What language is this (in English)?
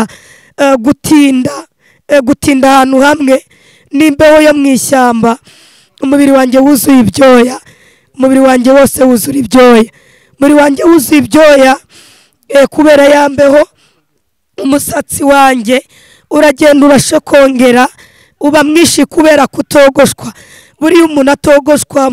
Kinyarwanda